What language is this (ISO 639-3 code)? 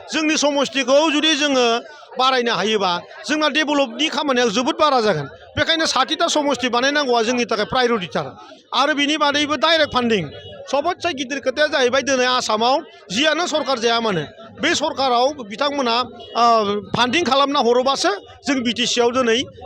brx